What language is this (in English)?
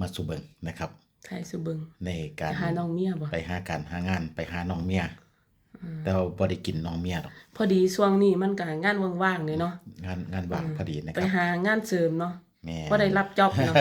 Northeastern Thai